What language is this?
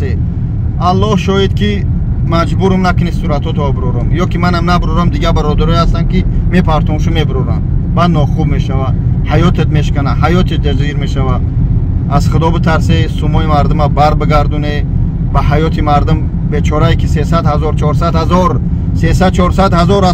Tajik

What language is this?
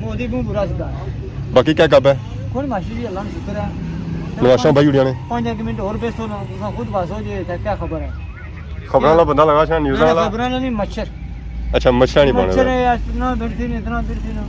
Pahari-Potwari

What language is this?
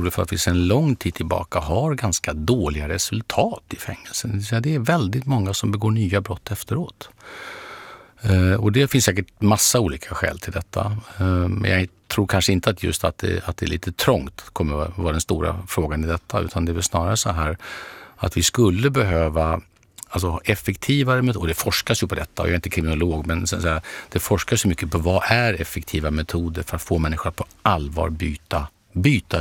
Swedish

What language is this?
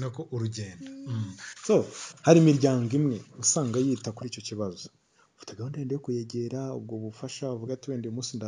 Kinyarwanda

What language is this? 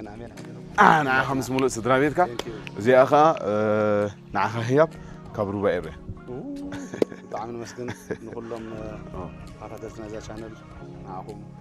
Tigrinya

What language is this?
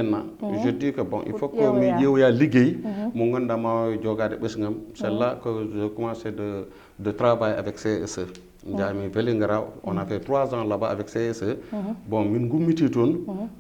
Fula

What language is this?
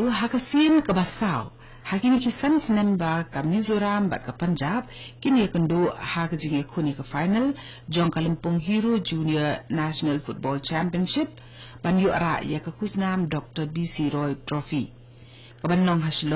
Khasi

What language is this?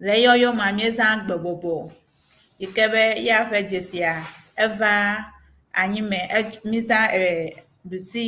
Ewe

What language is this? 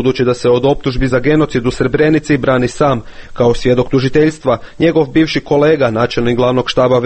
Croatian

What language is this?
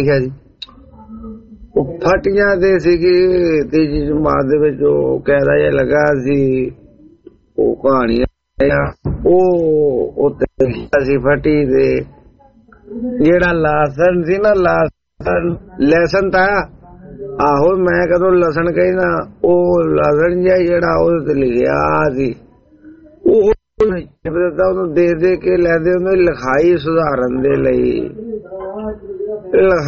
Punjabi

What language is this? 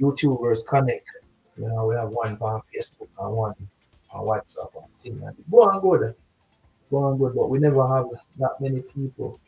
Jamaican Creole English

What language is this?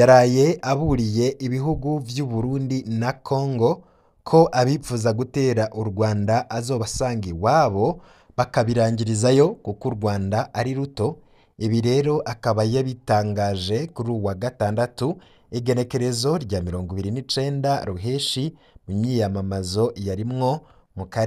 Rundi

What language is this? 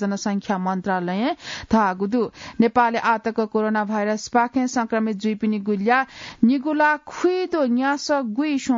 Newari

